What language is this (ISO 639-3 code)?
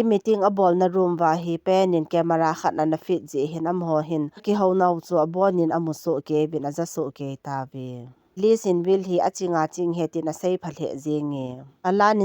tcz